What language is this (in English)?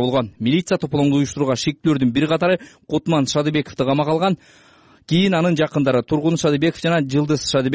Kyrgyz